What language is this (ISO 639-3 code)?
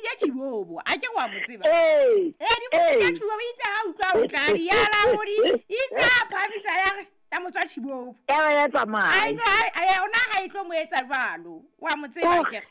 sot